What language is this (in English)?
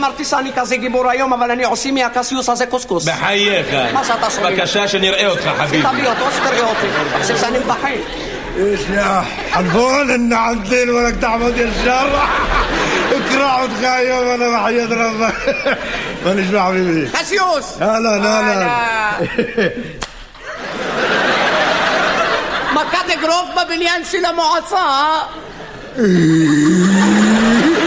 Hebrew